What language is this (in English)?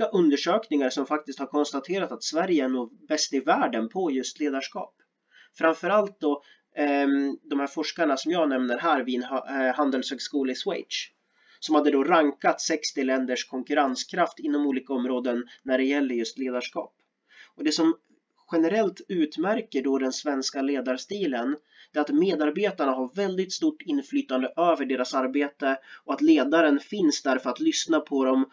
Swedish